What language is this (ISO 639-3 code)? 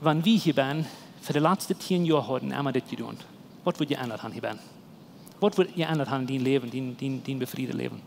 pdt